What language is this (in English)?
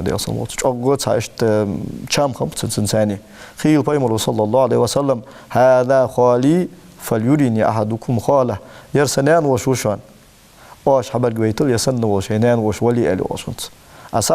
Ingush